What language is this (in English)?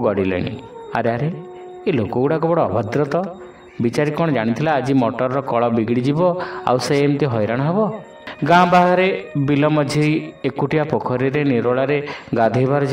Odia